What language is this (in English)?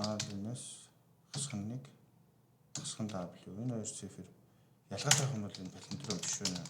Mongolian